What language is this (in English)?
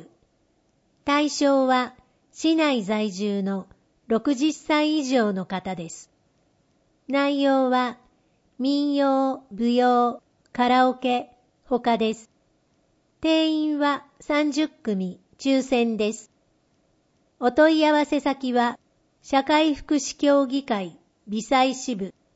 Japanese